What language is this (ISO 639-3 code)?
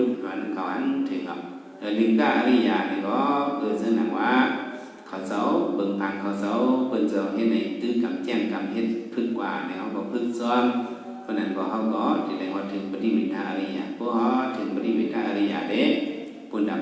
shn